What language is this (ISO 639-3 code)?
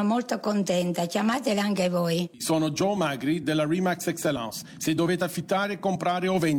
ita